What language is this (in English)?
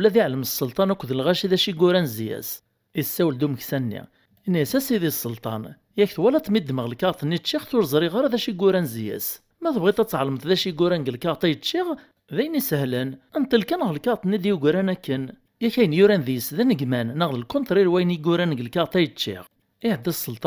Kabyle